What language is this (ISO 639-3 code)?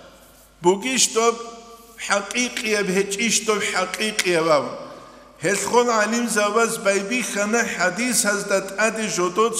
ava